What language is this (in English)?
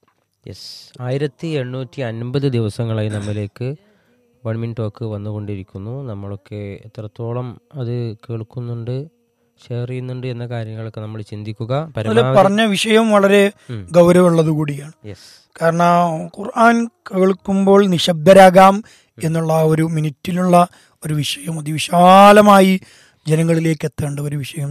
Malayalam